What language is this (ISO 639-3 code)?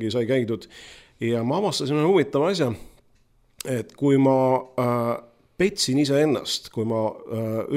est